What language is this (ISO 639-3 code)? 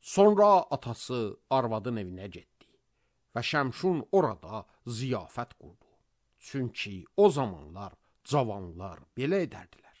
aze